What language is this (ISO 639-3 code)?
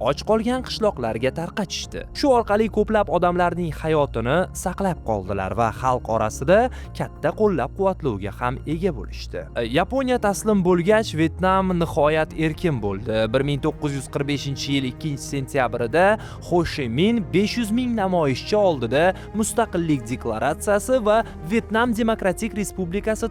uzb